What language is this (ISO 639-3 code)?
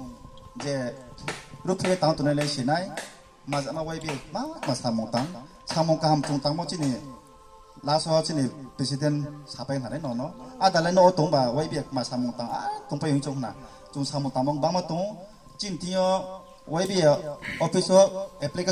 ria